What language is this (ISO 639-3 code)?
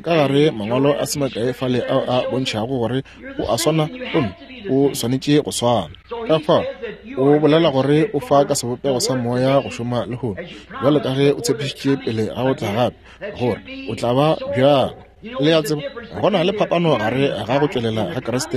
nso